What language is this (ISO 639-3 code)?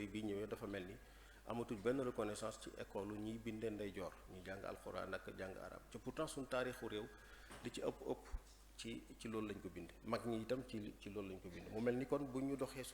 wol